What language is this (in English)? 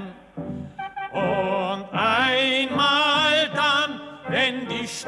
Luxembourgish